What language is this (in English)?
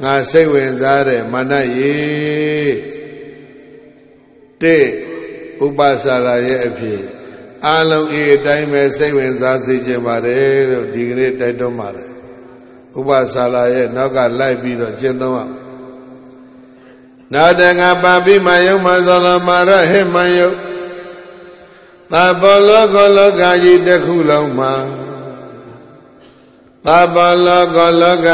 Burmese